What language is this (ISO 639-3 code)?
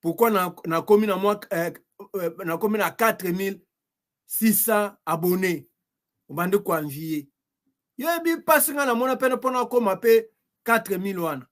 lin